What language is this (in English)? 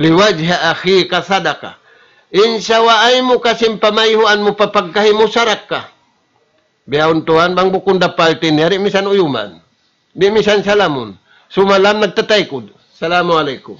Tausug